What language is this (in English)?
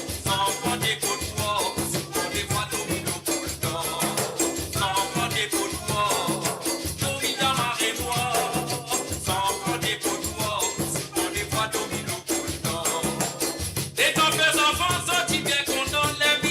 Morisyen